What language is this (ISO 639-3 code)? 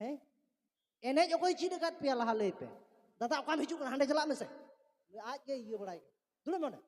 sat